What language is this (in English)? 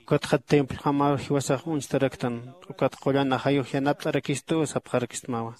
Aymara